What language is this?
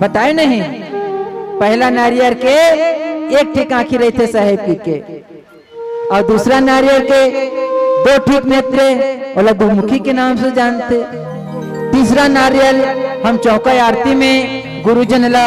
Chhattisgarhi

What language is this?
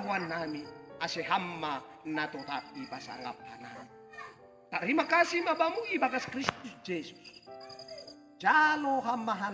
Batak Simalungun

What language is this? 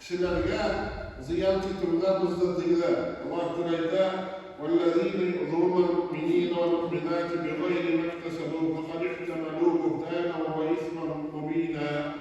Tatar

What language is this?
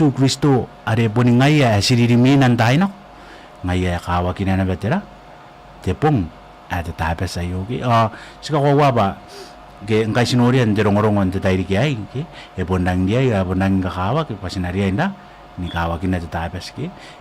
Gilbertese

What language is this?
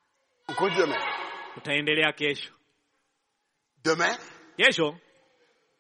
Swahili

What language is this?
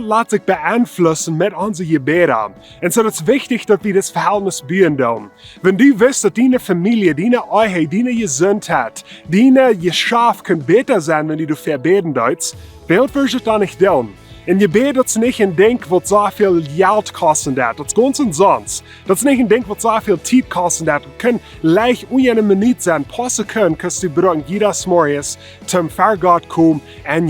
Plautdietsch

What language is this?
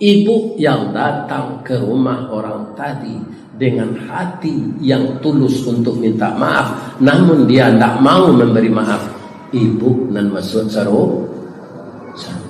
Minangkabau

